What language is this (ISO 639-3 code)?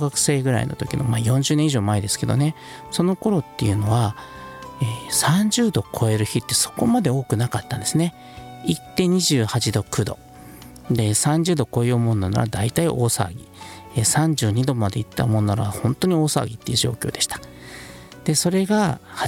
jpn